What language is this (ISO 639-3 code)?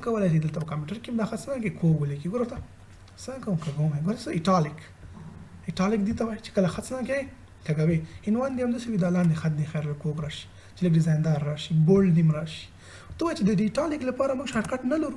pus